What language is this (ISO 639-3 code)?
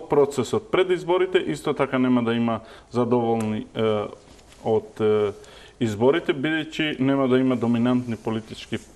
mkd